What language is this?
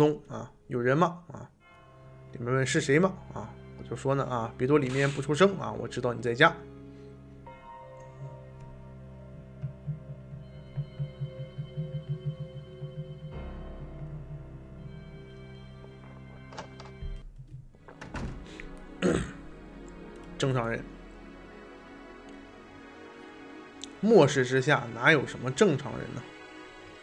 Chinese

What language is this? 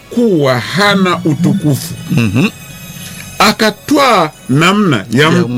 Swahili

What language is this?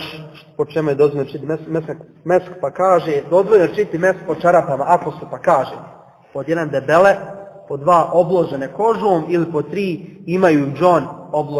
Bosnian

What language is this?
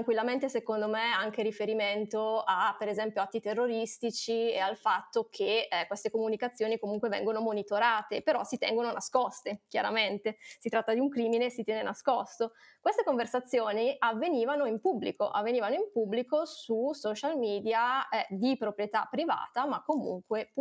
Italian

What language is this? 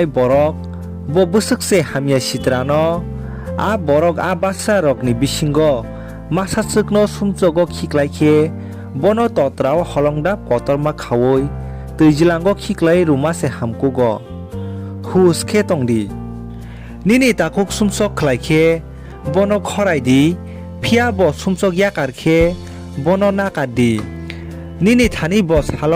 Kok Borok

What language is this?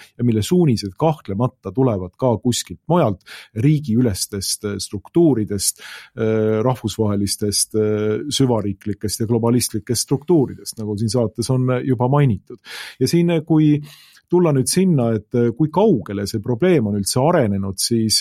Estonian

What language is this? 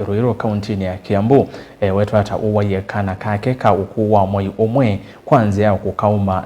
Kamba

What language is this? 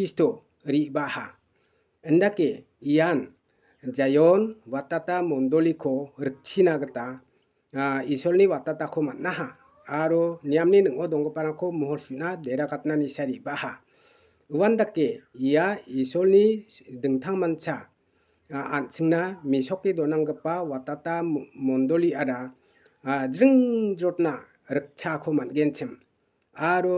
Garo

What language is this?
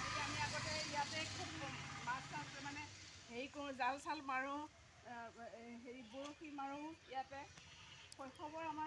Assamese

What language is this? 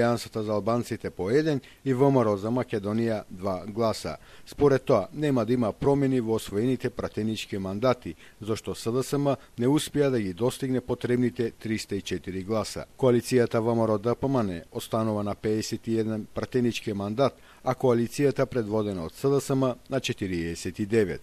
Macedonian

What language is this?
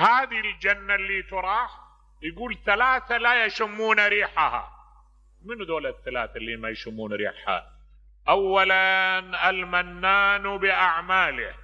Mesopotamian Arabic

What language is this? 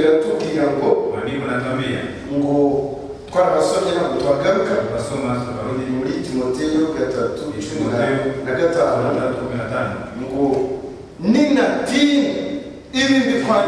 Kinyarwanda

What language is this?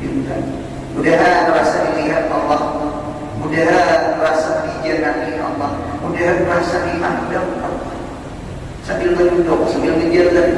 Banjar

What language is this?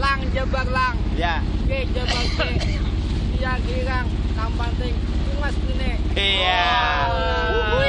Banjar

